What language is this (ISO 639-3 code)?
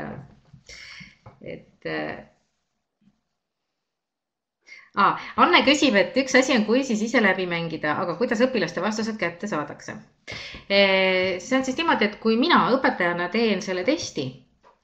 est